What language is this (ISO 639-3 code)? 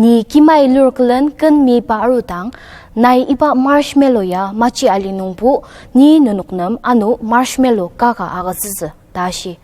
njo